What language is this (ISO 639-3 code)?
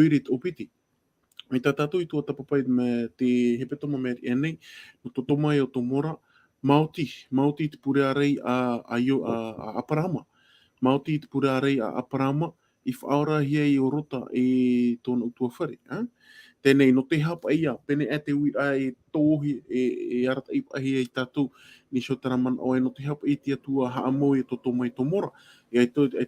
tah